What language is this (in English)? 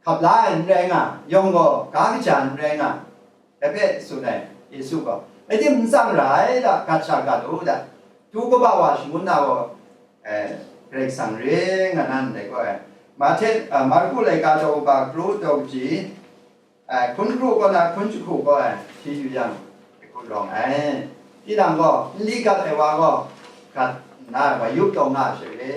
Kachin